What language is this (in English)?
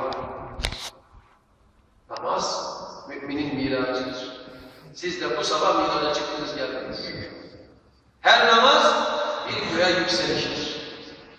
Turkish